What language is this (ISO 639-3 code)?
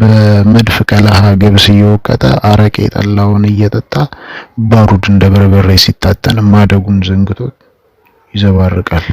amh